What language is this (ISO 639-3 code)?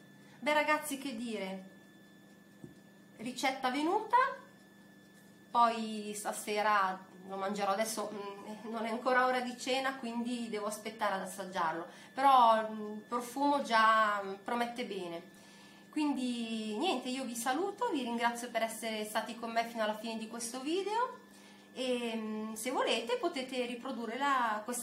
ita